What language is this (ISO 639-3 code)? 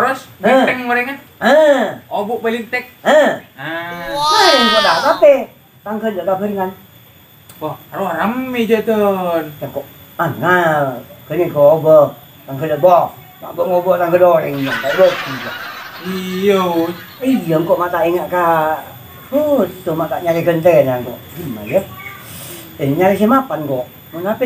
mad